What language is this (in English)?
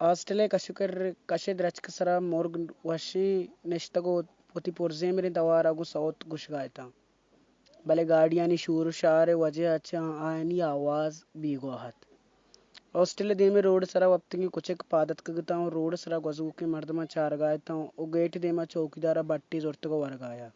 Baluchi